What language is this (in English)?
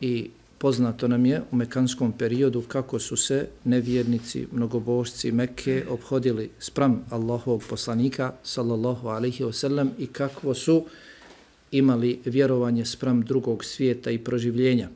Bosnian